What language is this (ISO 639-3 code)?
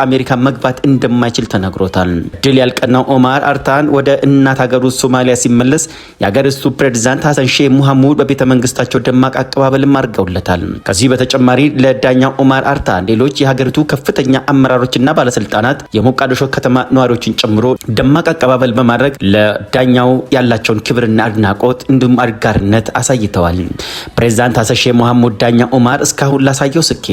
amh